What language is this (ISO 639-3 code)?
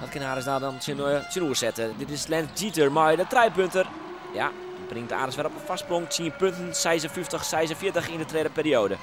fry